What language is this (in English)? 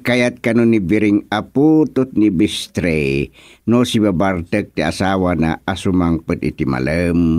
Iloko